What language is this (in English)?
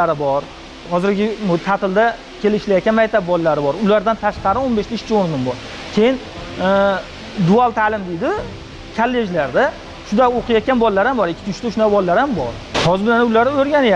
Uzbek